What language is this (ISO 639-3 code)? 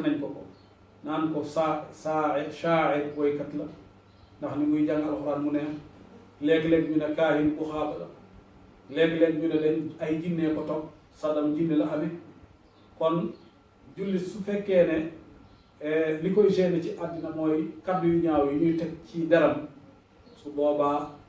wol